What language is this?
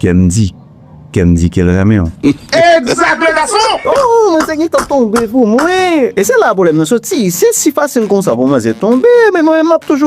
Haitian Creole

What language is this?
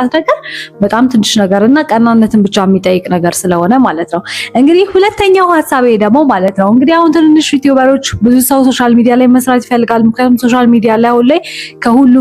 Amharic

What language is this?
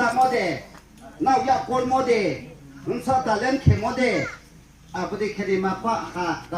Riang (India)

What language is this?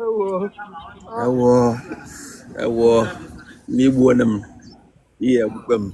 Igbo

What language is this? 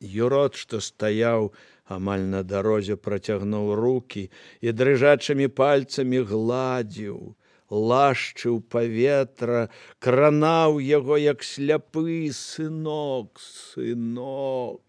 Belarusian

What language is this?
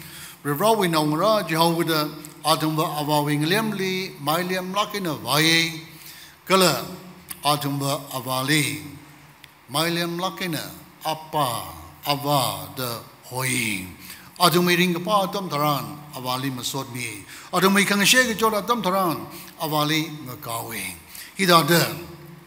Tangkhul Naga (India)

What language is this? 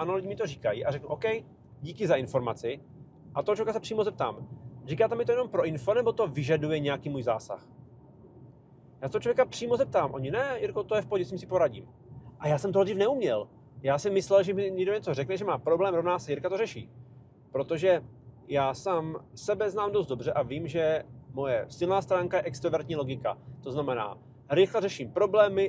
Czech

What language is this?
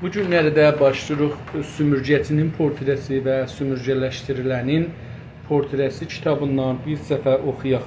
South Azerbaijani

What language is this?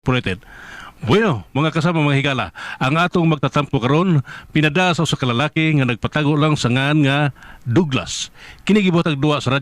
Cebuano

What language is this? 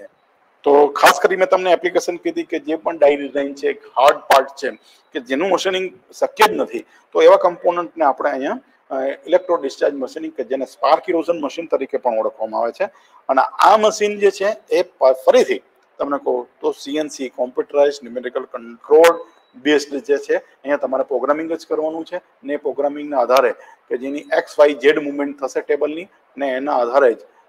Gujarati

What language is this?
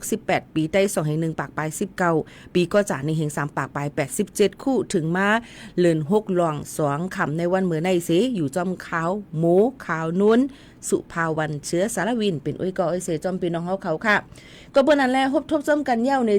Shan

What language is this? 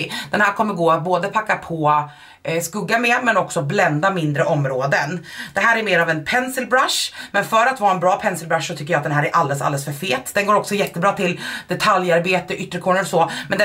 Swedish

